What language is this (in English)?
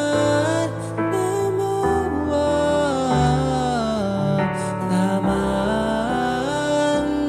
Cebuano